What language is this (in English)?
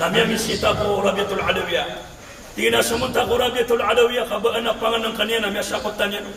Maranao